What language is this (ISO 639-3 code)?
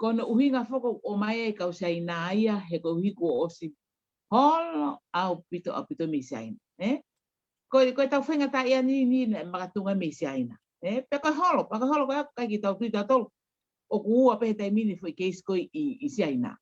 ton